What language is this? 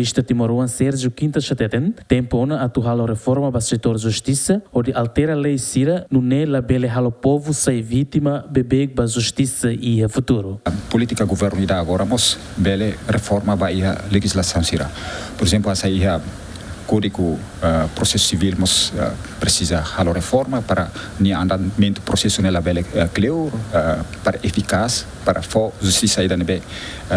Tetum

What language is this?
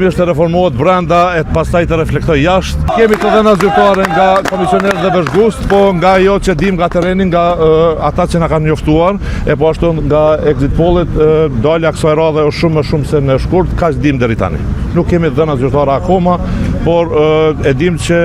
Albanian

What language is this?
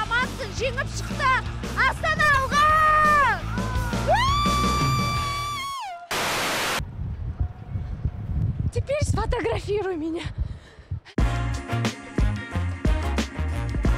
Kazakh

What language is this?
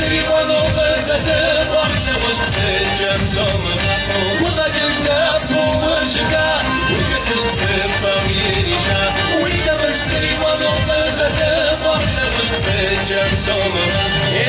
Kabardian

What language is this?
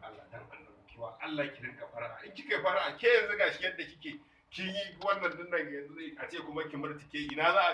Hausa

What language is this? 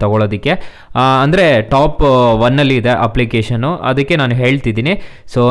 Kannada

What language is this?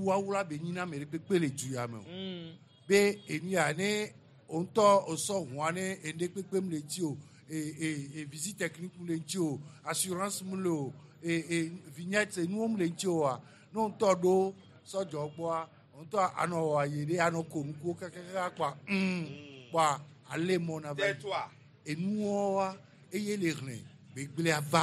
Gen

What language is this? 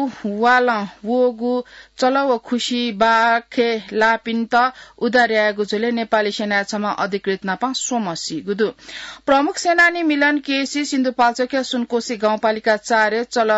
Newari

